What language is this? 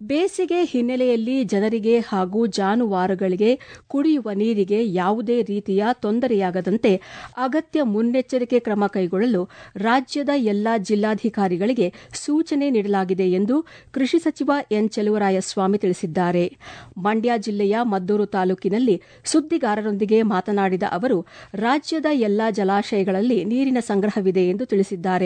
Kannada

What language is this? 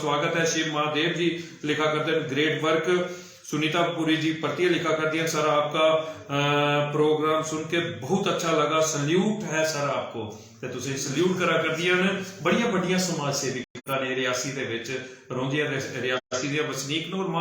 Dogri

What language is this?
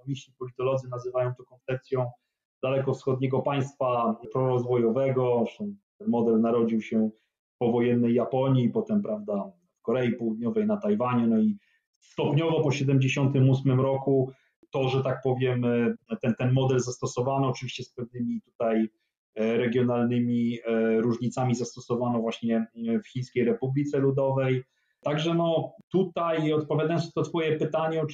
Polish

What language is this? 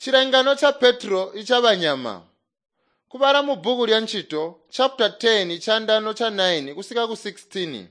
Tonga (Zambia)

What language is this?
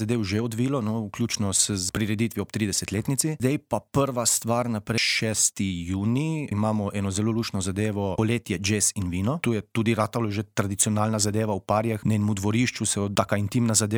Slovenian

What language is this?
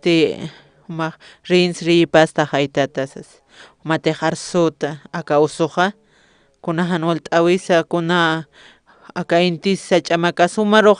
Aymara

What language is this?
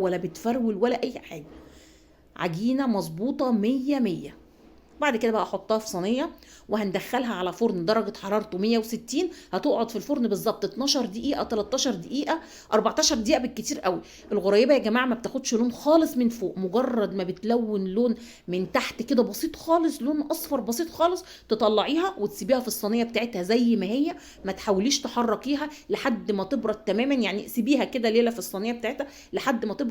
Egyptian Arabic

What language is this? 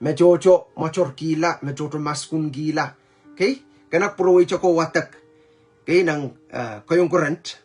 Pohnpeian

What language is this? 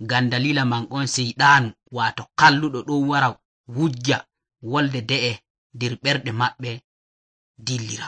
Nigerian Fulfulde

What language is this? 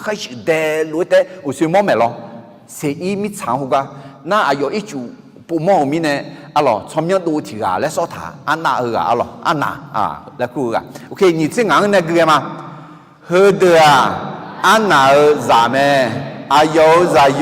Akha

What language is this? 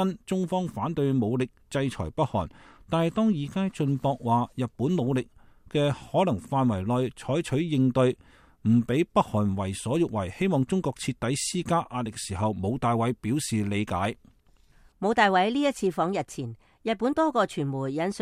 Cantonese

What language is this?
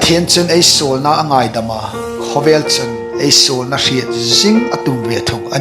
Hmar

